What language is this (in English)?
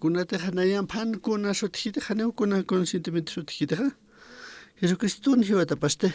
Aymara